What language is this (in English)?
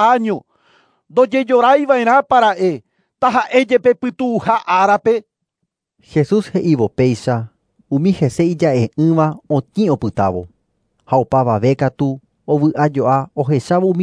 Guarani